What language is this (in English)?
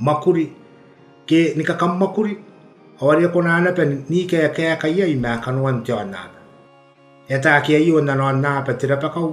Gilbertese